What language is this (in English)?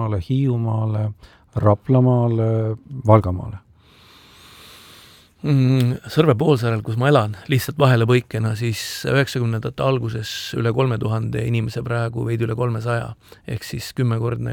Estonian